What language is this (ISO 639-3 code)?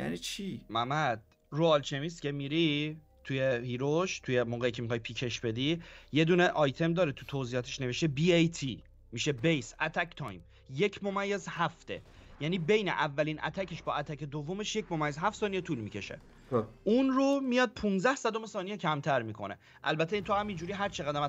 fas